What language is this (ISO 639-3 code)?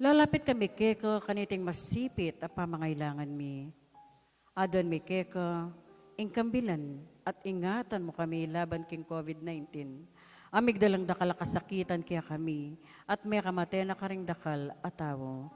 pam